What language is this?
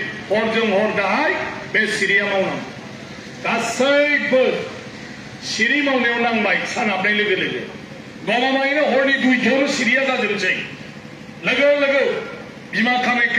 Bodo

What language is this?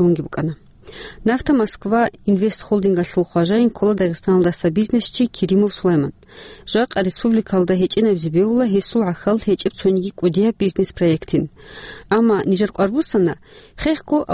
Avaric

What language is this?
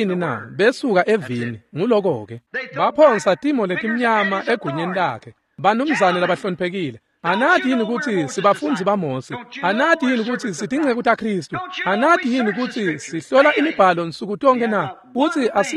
Swati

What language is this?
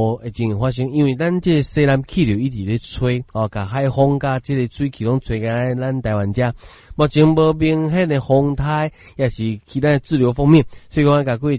Min Nan Chinese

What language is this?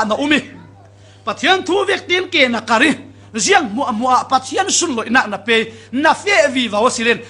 Falam Chin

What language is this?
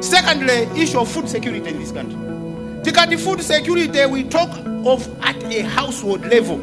Nyanja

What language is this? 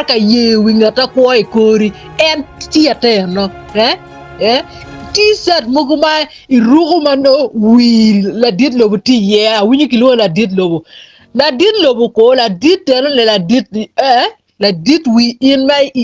Acoli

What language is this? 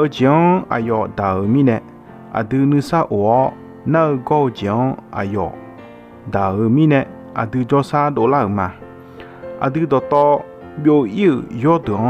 Akha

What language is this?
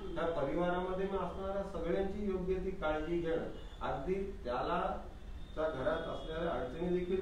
Marathi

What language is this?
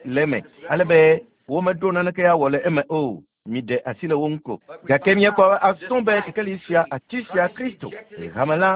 Ewe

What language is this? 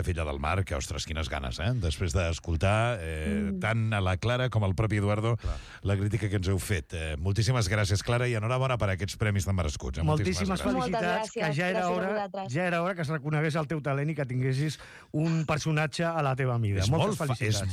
Catalan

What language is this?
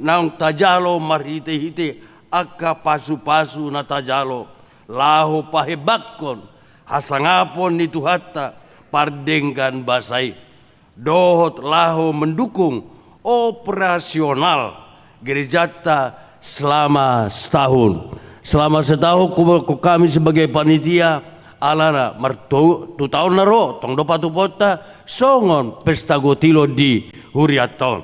Batak Toba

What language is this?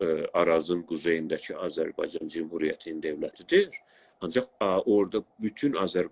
South Azerbaijani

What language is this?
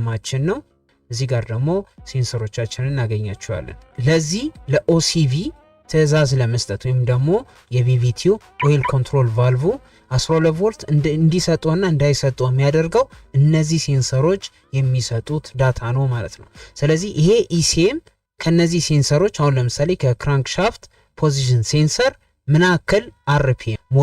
Amharic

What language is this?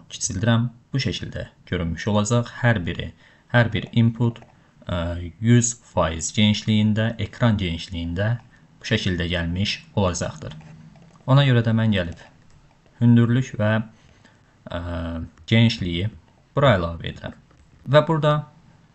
Azerbaijani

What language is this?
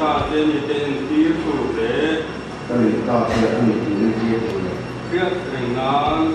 Mizo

